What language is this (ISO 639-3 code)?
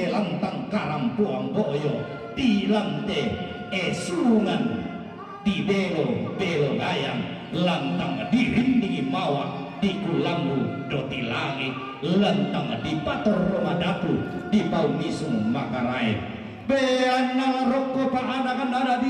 sda